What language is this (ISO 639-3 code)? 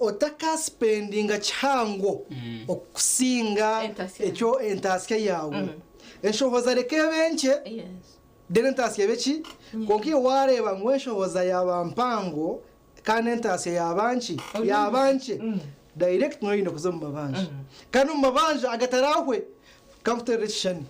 nyn